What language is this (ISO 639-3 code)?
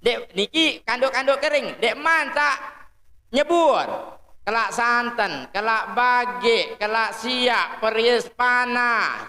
sas